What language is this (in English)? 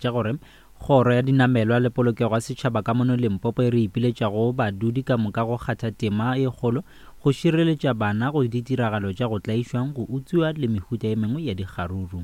Northern Sotho